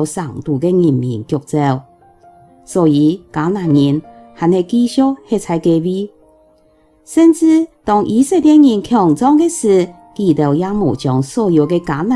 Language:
Hakka Chinese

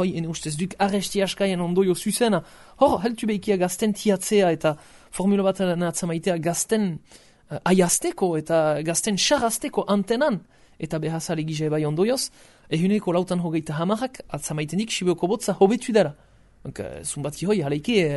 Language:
Basque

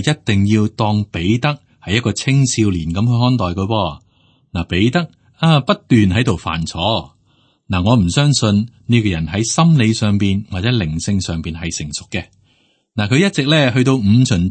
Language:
Cantonese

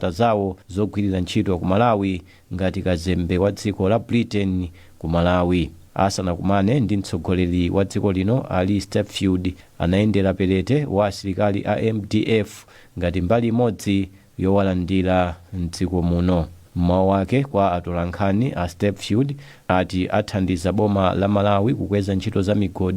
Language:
Nyanja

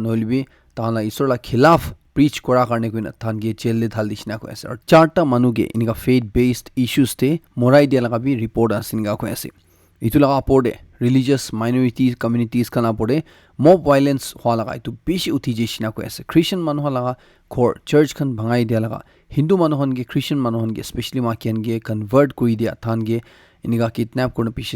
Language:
Naga Pidgin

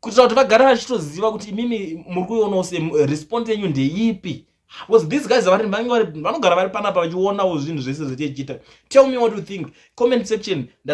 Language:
Shona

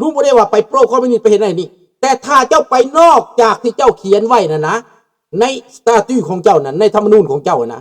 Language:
Lao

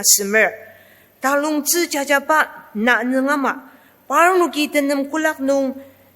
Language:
Ao Naga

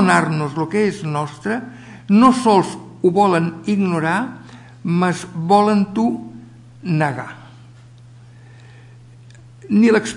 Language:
Catalan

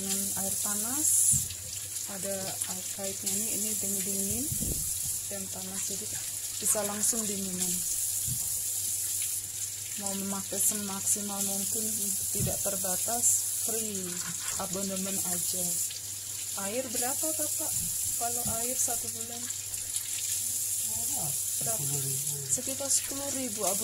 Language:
Indonesian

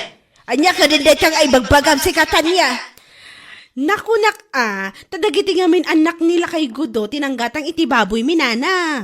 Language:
Iloko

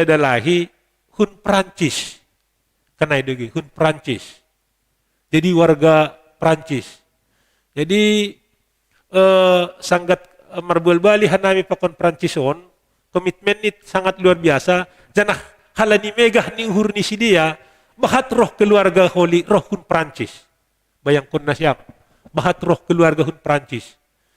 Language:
Batak Simalungun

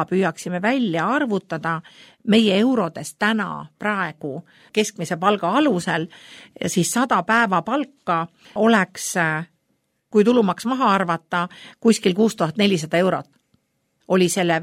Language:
Estonian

